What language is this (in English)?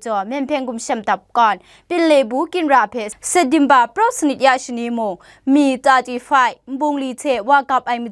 Kachin